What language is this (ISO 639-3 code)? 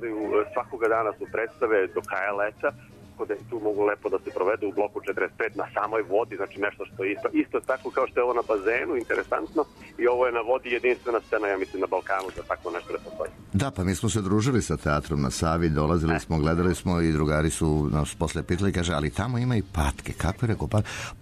srp